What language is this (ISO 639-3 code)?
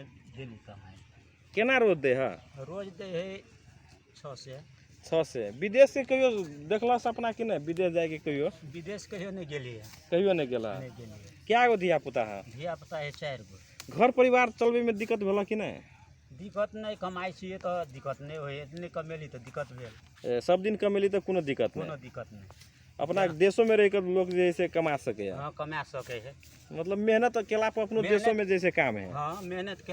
mag